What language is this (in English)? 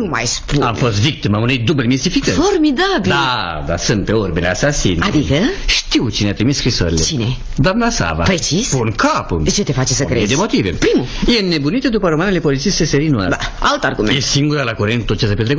Romanian